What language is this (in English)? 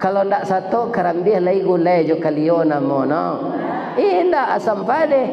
Minangkabau